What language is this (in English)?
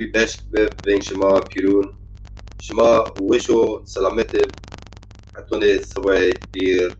Zaza